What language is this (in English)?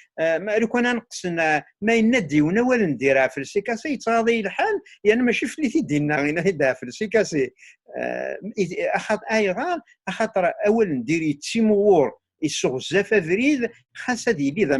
Kabyle